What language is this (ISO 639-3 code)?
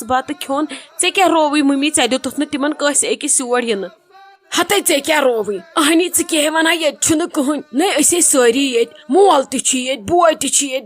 kas